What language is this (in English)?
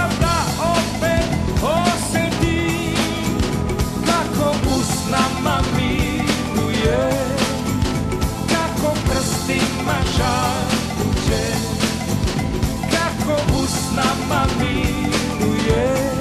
Serbian